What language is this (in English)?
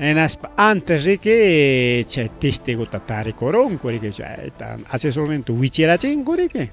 Ayacucho Quechua